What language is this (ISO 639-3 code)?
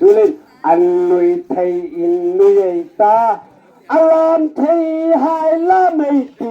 hmr